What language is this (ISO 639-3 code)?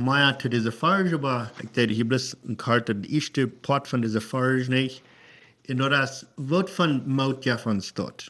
pdt